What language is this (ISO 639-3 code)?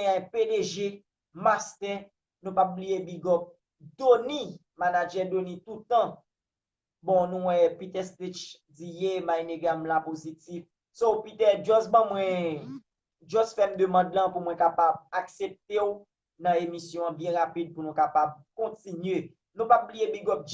hat